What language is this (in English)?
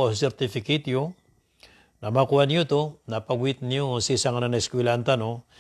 Maranao